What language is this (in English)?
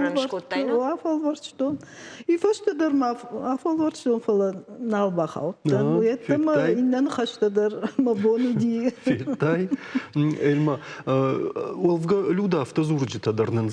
Ossetic